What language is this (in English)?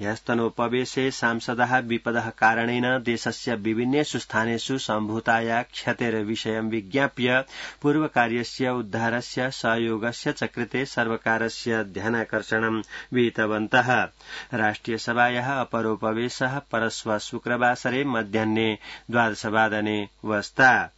Sanskrit